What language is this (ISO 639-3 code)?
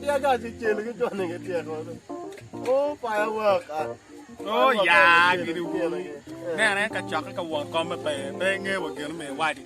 ach